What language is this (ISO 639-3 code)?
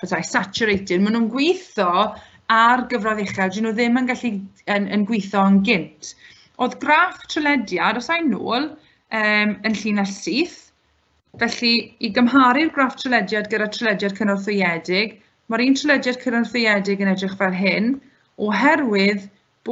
cym